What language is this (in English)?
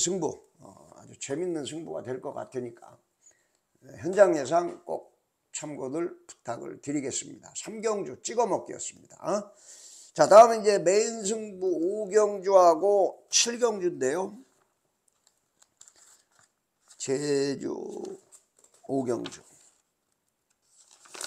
Korean